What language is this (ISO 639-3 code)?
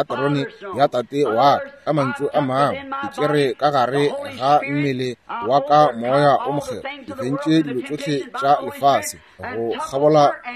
nso